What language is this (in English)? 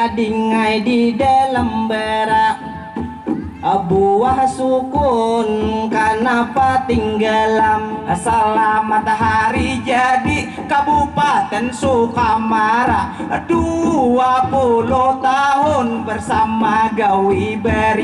Banjar